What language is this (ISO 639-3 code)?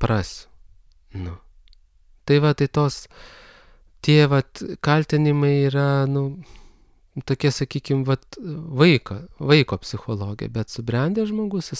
lit